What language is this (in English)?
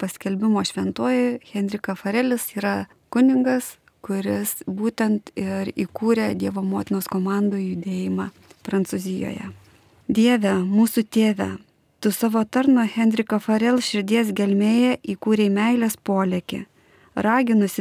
Lithuanian